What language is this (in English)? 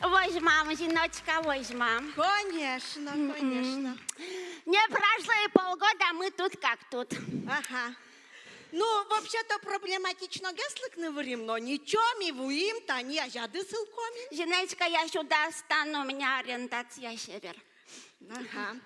Udmurt